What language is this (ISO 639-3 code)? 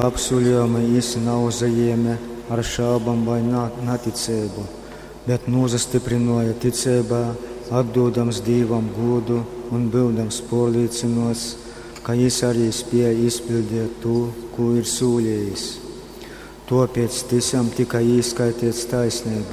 ltg